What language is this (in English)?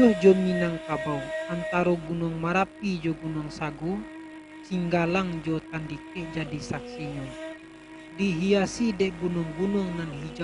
Minangkabau